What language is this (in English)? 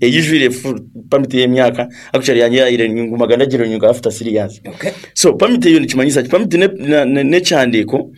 Nyankole